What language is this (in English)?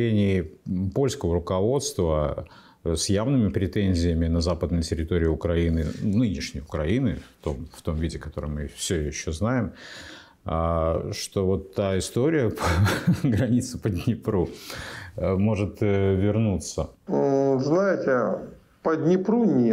Russian